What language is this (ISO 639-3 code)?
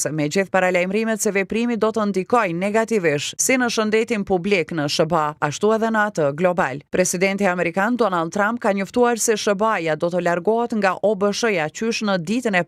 sqi